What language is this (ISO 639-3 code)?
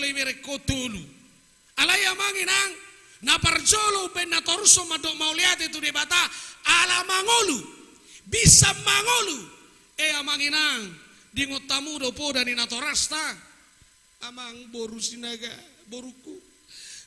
bbc